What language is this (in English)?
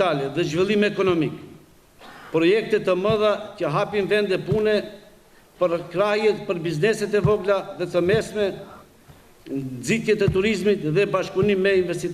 Albanian